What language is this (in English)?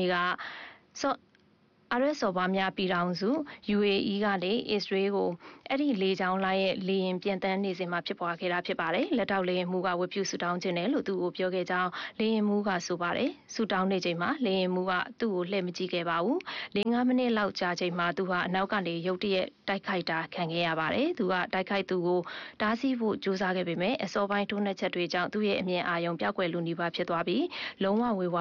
Burmese